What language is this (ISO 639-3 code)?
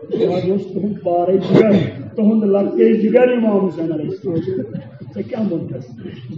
kas